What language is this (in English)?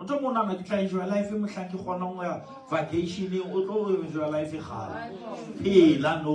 Southern Sotho